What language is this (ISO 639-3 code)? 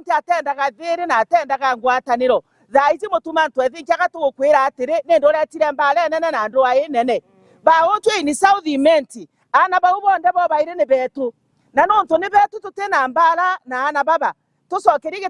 mer